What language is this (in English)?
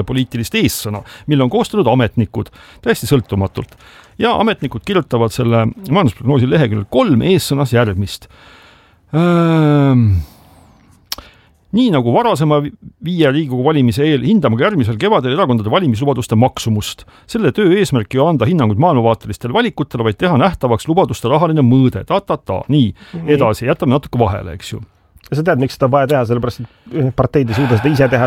Estonian